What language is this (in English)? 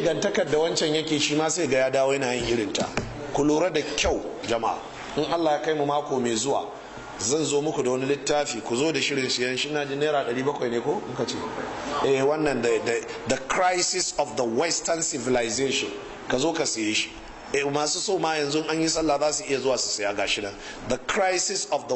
Hausa